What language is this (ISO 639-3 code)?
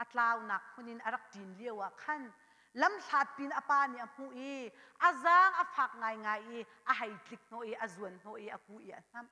cnh